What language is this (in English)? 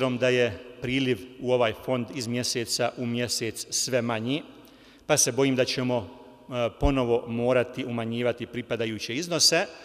Bosnian